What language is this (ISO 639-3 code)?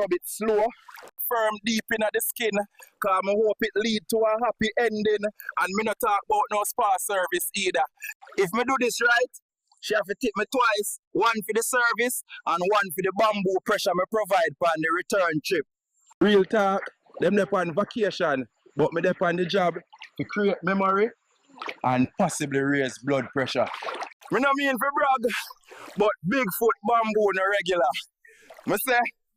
jam